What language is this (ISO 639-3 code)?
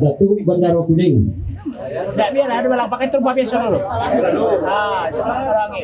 min